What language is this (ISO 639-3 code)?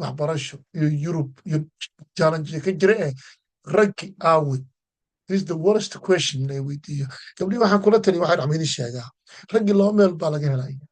som